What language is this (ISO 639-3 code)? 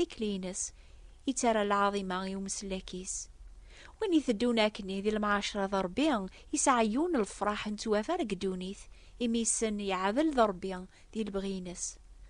kab